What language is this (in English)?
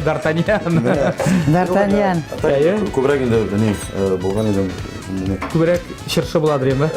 Tatar